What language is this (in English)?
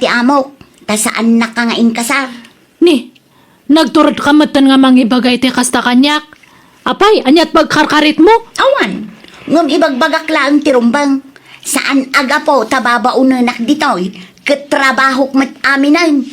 Iloko